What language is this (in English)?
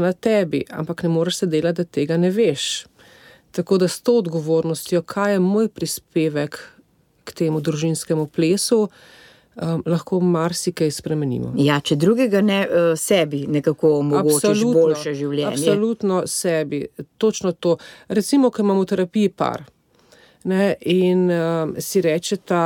Slovenian